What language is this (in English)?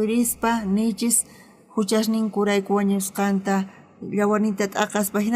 South Bolivian Quechua